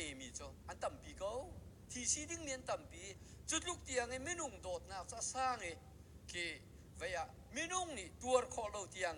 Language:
Hakha Chin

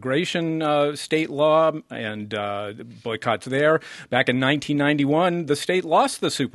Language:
English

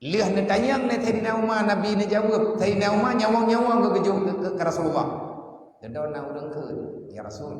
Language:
Achinese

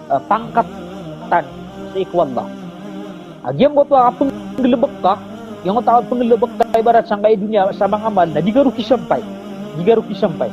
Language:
Maranao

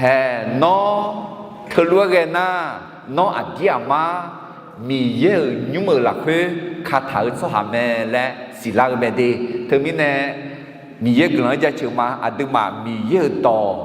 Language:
Akha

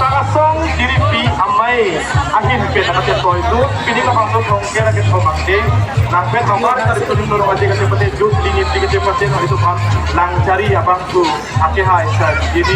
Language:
Karbi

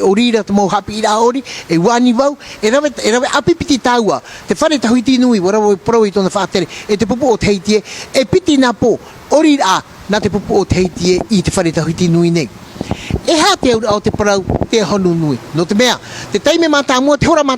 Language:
Tahitian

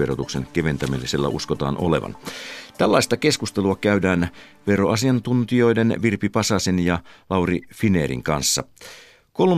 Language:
Finnish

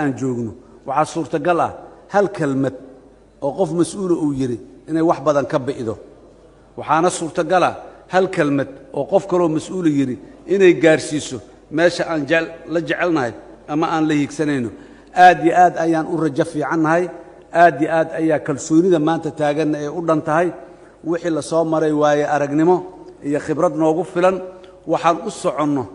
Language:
Somali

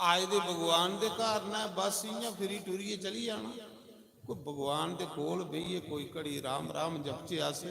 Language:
Dogri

